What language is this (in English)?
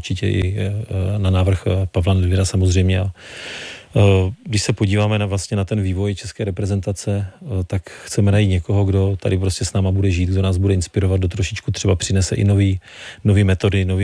Czech